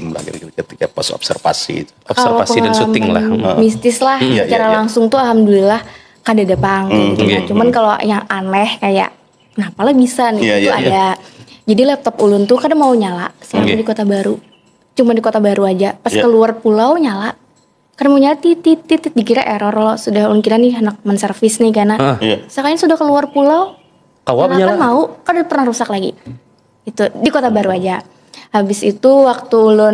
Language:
Banjar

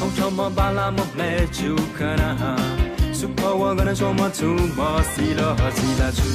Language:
Newari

